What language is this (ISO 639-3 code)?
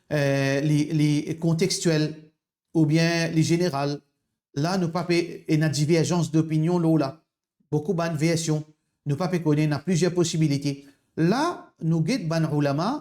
mfe